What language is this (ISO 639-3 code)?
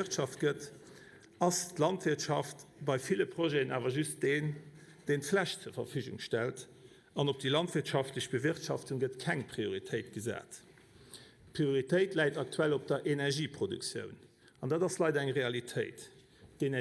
ltz